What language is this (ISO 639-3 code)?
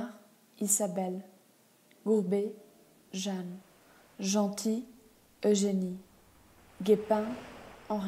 spa